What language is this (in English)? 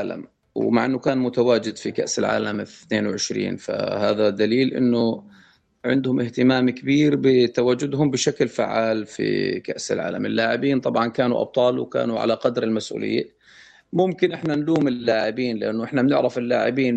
North Levantine Arabic